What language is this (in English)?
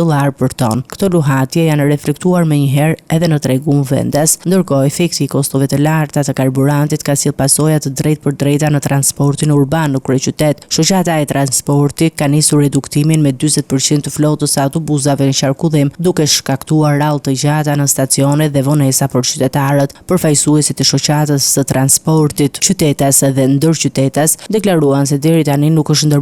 Albanian